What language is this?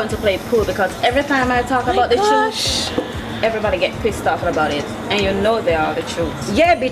Jamaican Creole English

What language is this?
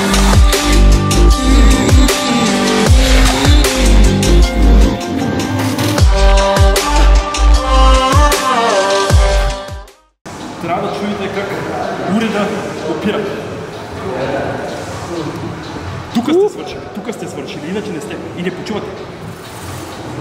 Bulgarian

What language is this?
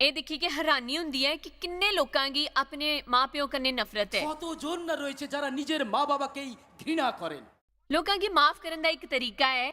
Dogri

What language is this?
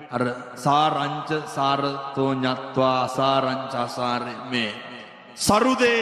Sinhala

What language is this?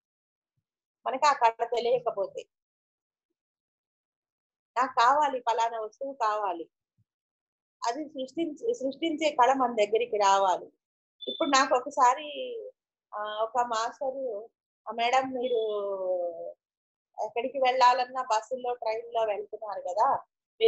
Telugu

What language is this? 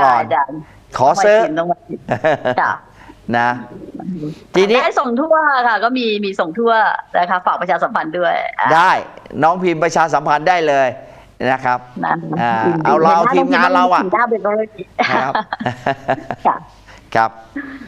Thai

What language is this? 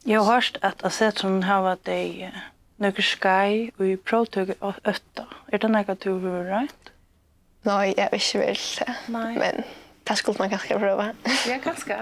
Faroese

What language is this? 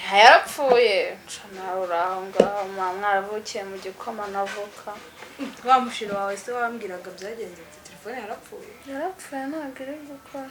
Kinyarwanda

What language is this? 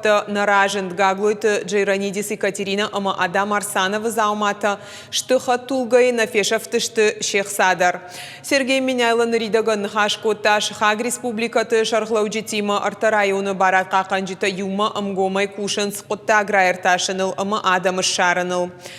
Ossetic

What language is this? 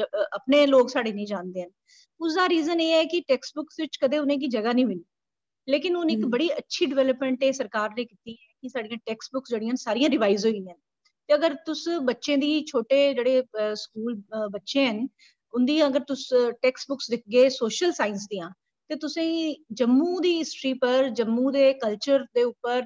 Dogri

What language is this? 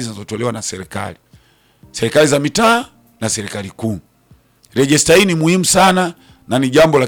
Swahili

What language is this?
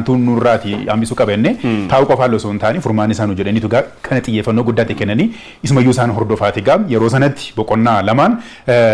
Oromo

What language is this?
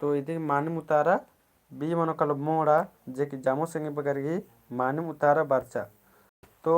Kurukh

